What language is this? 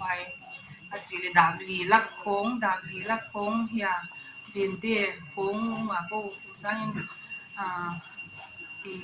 Paite Chin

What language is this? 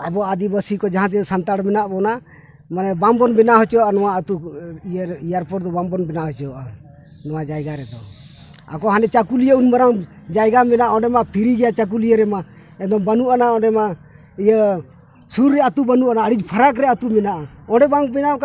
Santali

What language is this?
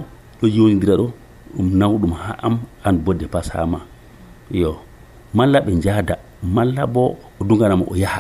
Nigerian Fulfulde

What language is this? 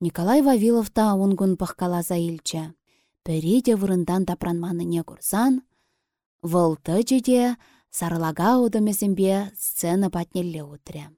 Chuvash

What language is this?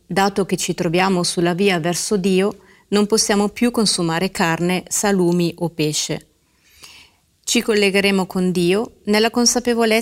Italian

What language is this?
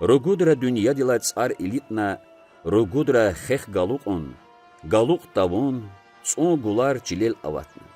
Lezghian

